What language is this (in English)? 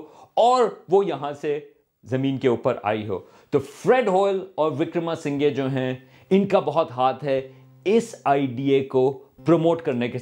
Urdu